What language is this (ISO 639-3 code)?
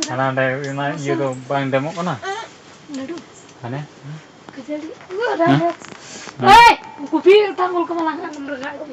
sat